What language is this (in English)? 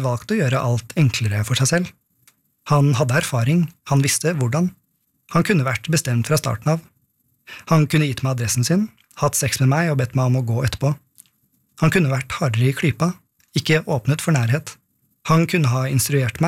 Norwegian